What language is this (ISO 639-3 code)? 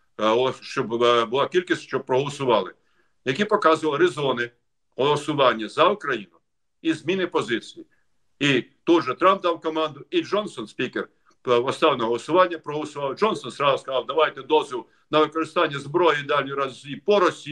ukr